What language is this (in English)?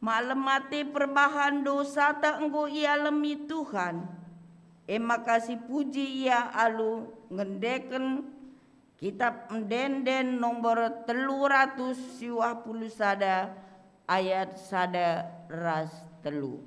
Batak Karo